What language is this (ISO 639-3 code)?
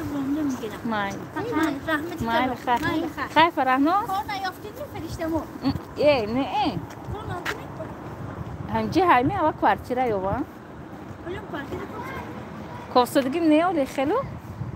tgk